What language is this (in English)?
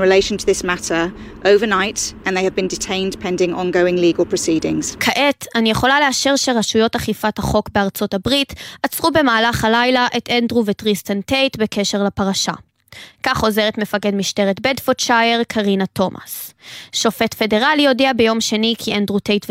Hebrew